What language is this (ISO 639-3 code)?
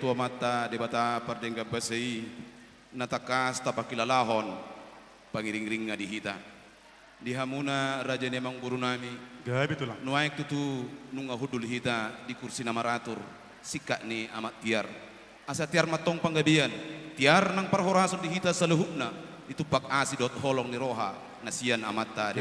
bbc